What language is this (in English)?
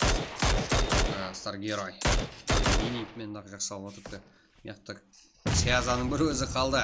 Kara-Kalpak